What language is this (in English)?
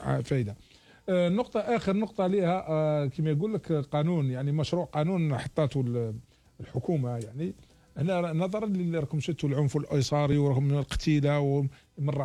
Algerian Arabic